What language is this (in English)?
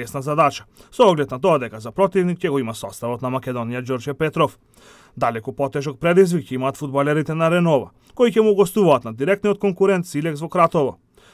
Macedonian